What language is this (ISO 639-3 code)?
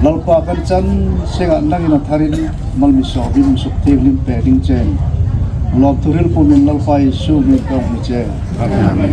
hmr